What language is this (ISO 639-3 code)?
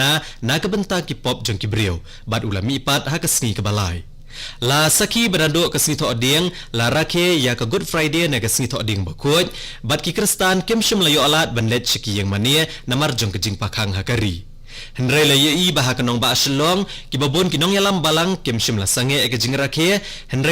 kha